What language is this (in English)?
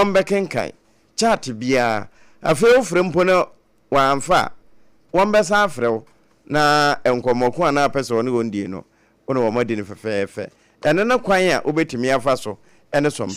Akan